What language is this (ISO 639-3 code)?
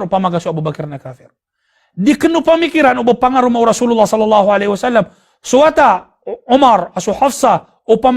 mrw